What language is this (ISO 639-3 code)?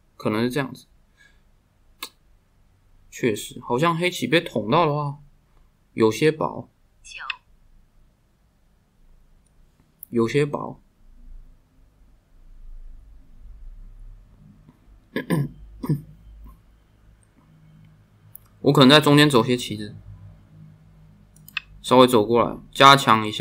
zho